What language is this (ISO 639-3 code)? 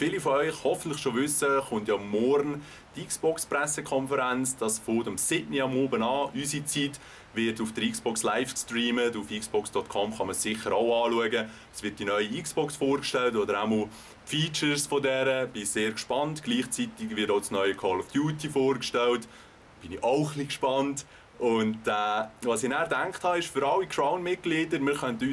gsw